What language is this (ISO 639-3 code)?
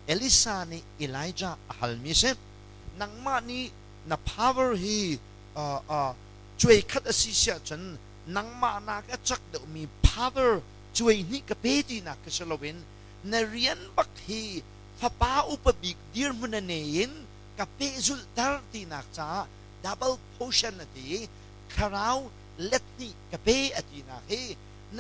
cnh